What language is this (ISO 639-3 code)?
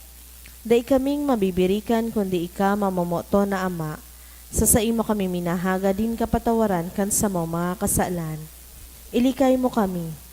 bik